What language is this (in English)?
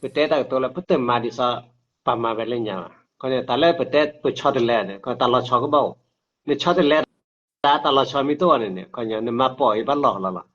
S'gaw Karen